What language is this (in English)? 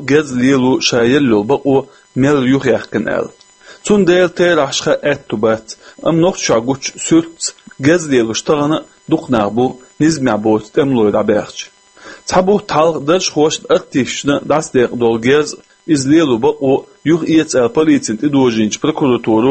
Chechen